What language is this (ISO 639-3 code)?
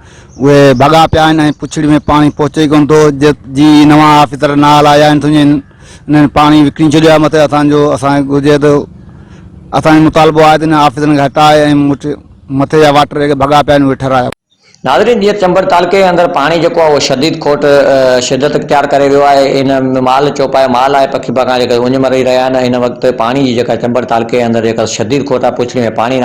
snd